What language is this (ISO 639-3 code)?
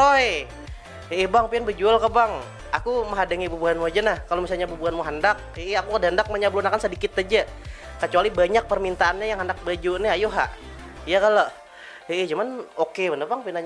bjn